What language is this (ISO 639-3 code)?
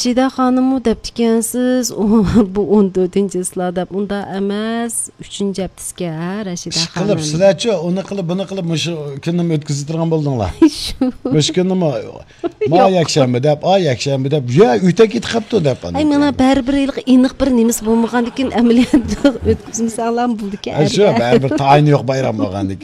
uig